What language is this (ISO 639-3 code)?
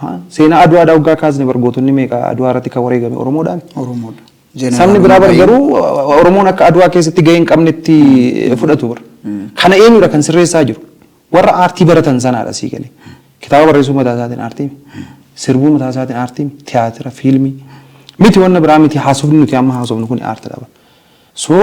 orm